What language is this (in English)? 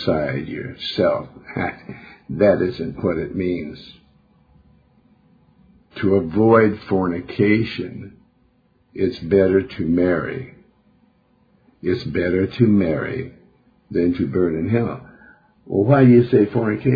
English